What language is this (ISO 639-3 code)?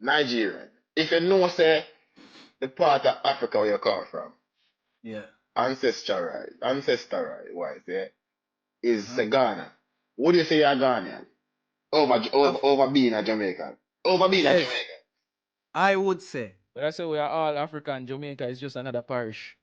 jam